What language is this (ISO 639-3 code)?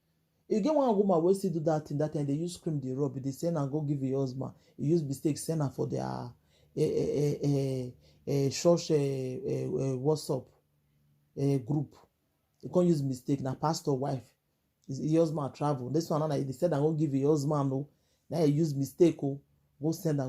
pcm